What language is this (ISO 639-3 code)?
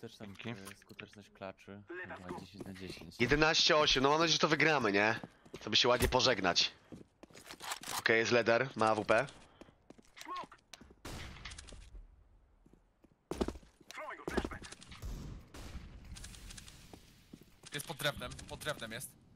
pol